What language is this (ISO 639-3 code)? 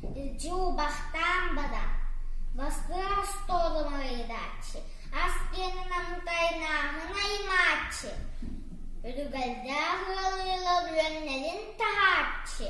sah